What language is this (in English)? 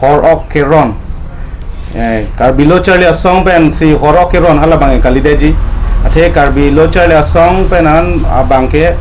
Karbi